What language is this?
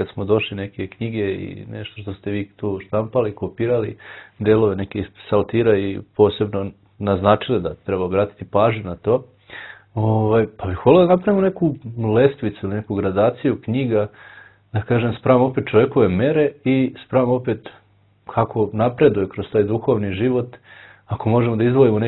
Serbian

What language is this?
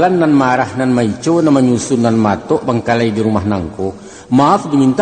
Minangkabau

